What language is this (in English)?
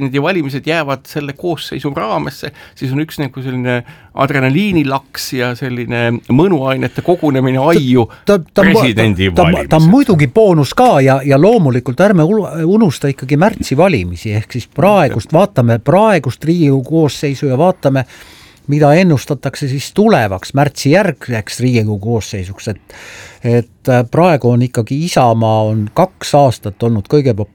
Estonian